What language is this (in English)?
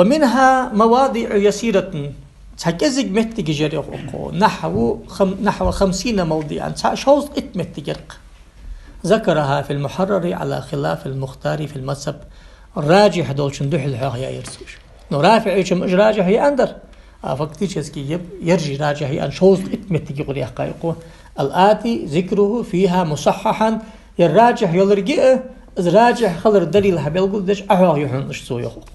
Ingush